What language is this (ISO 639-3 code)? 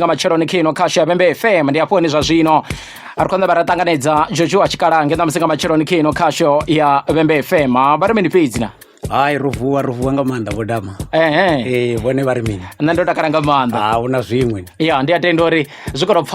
ven